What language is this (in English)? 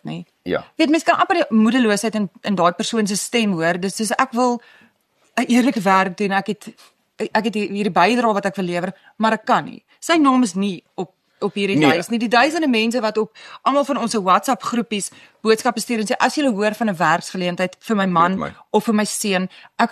Afrikaans